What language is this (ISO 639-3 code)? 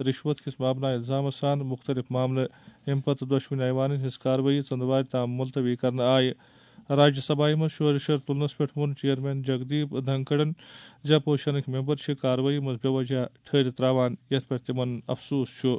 kas